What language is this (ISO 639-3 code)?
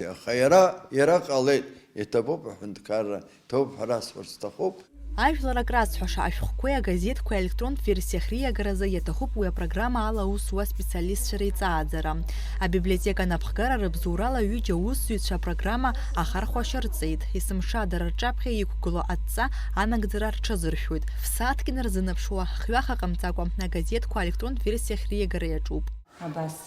abk